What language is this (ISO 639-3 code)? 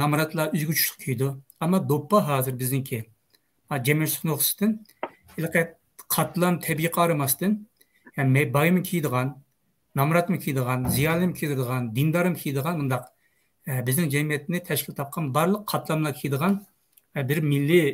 uig